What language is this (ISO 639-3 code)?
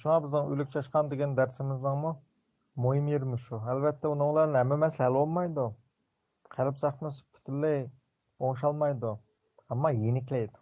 uig